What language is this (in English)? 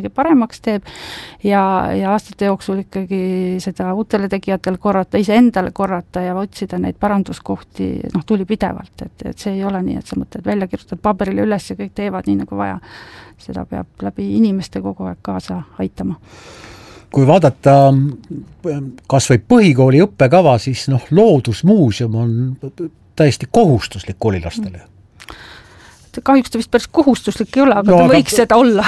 Estonian